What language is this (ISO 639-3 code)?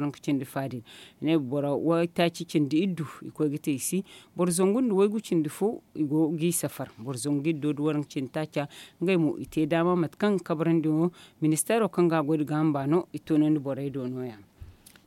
dje